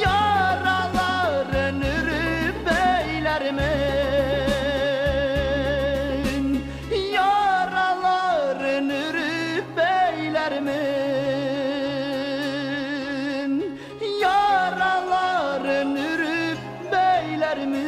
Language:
Bashkir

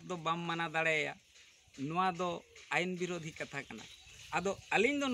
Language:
Santali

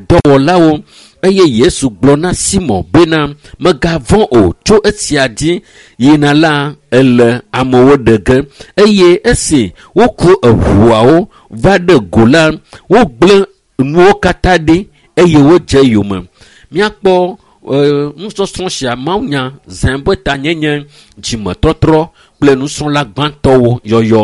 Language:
Ewe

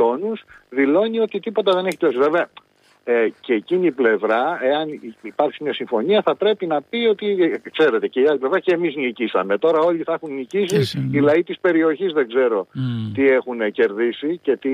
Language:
Greek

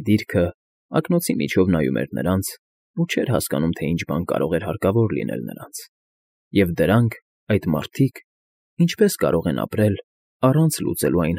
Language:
Armenian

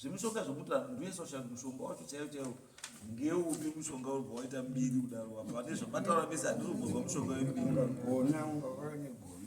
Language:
Shona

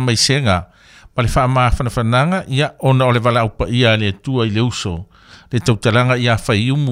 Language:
Samoan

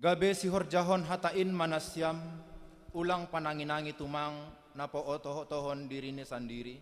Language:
Batak Simalungun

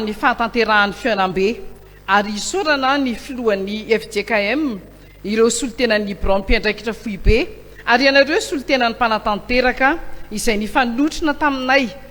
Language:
Malagasy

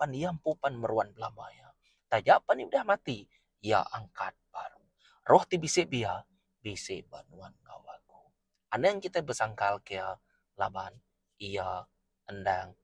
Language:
Iban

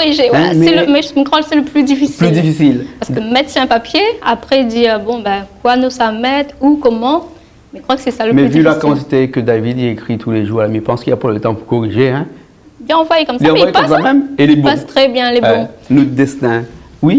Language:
Réunion Creole French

